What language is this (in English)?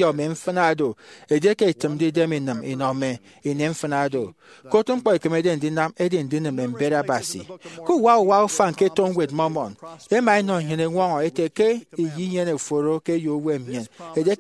Efik